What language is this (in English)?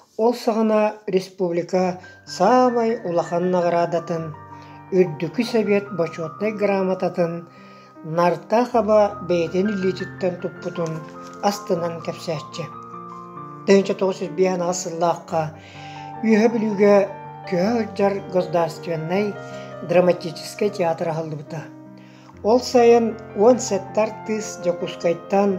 Yakut